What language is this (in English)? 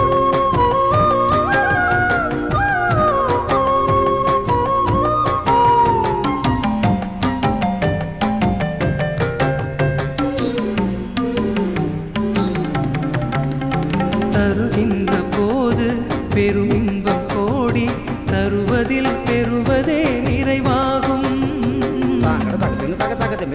Tamil